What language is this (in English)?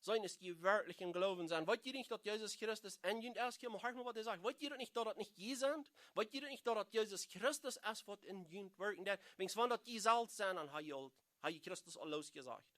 Plautdietsch